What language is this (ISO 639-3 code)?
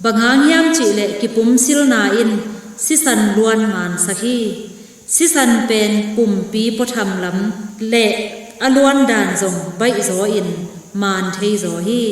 ctd